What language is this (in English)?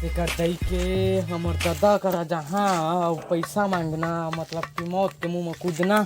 Chhattisgarhi